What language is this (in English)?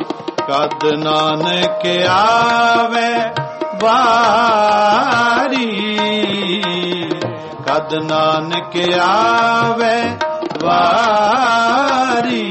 Punjabi